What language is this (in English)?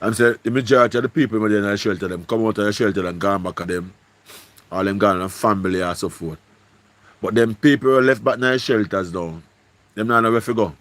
Jamaican Creole English